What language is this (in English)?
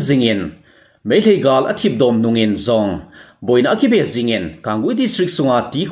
Thado Chin